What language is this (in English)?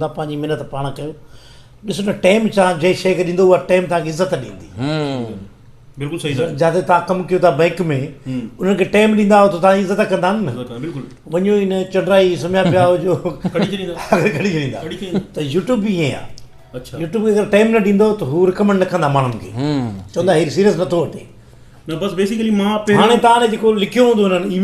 Sindhi